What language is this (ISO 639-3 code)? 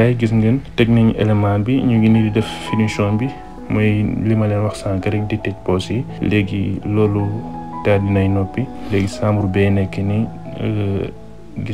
wol